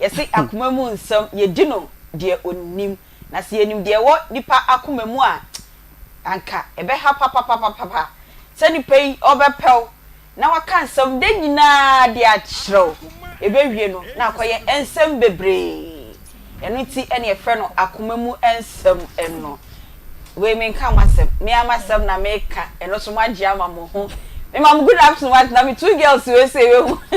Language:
Akan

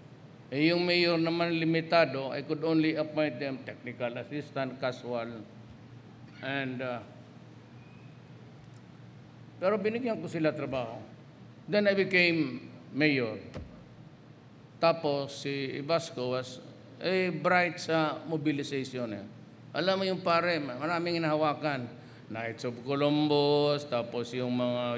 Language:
Filipino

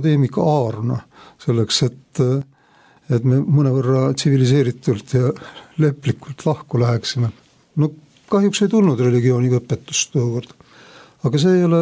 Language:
Estonian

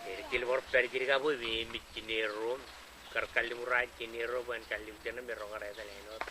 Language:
Marshallese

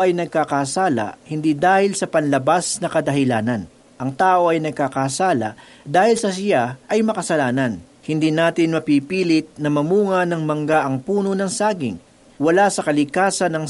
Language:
Filipino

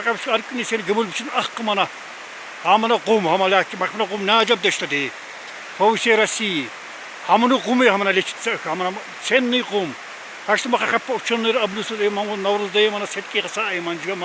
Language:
Tsakhur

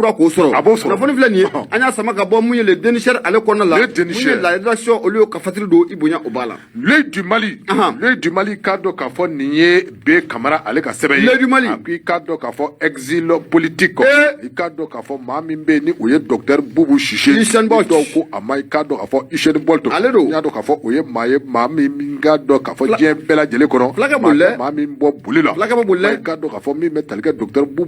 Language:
Bambara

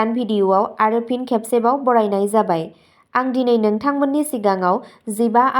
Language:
Bodo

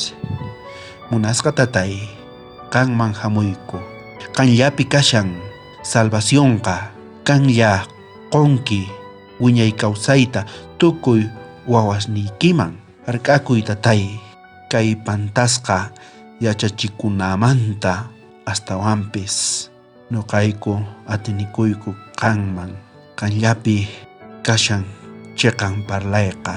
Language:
South Bolivian Quechua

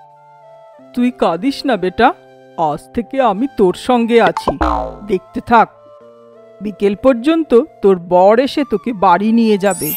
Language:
Bangla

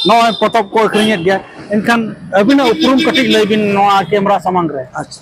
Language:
Santali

